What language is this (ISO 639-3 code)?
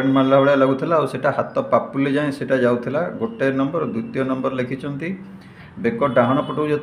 ori